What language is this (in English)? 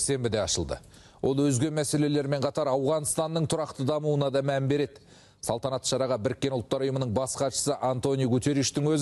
Kazakh